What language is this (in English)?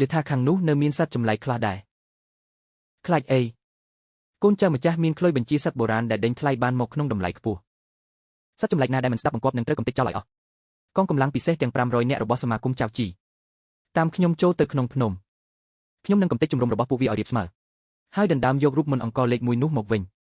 Khmer